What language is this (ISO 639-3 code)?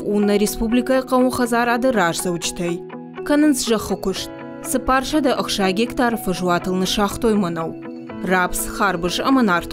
oss